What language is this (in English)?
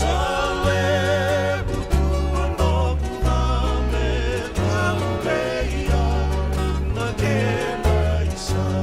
Fijian